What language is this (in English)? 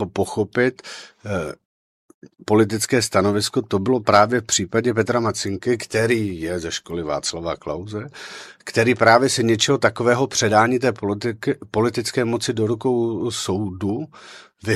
Czech